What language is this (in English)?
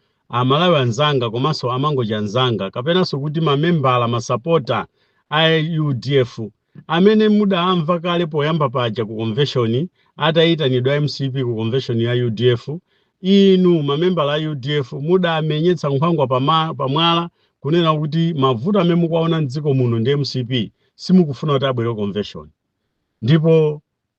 Nyanja